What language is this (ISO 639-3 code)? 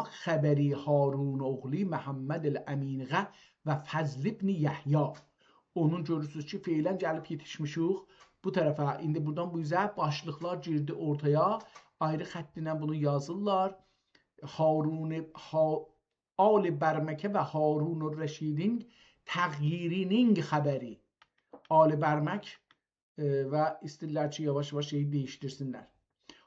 azb